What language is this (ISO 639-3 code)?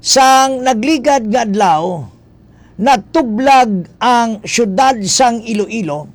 hil